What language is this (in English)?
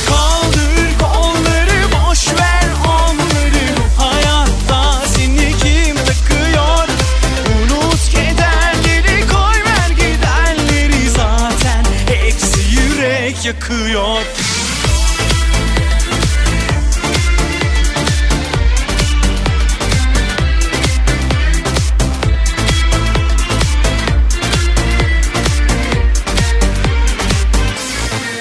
Turkish